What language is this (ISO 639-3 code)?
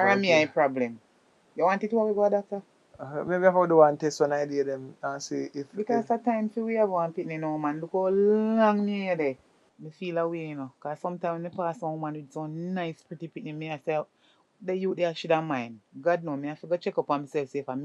jam